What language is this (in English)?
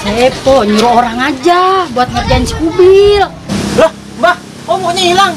Betawi